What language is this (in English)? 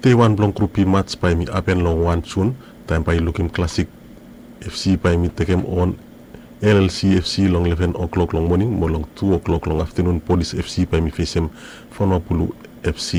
Bislama